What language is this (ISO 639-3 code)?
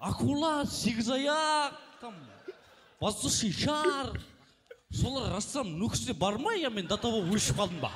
kaa